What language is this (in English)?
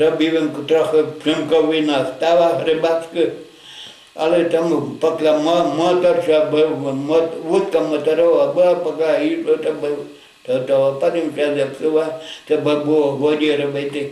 Rusyn